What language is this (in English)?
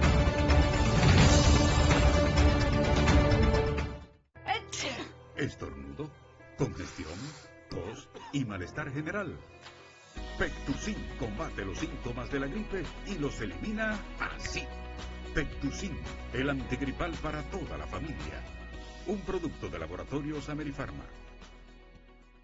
Spanish